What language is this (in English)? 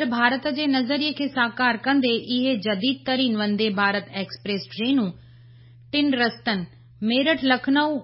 Sindhi